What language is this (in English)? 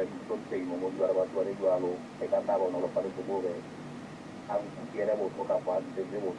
Southern Sotho